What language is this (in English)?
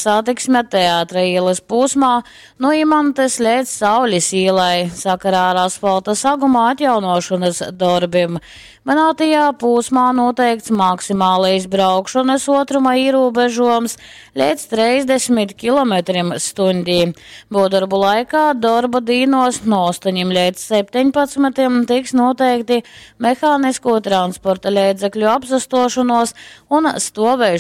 Latgalian